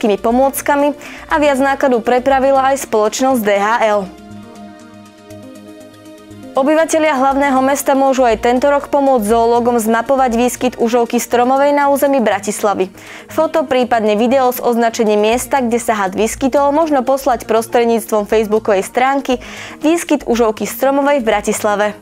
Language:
Slovak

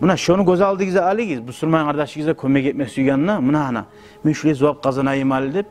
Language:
Kumyk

